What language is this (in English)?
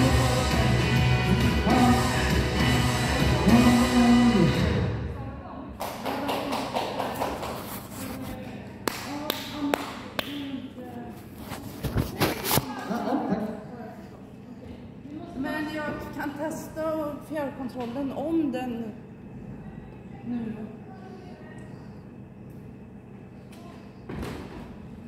Swedish